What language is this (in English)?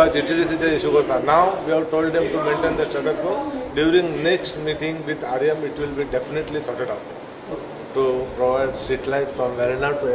Konkani